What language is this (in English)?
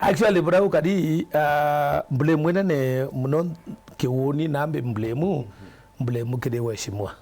Meru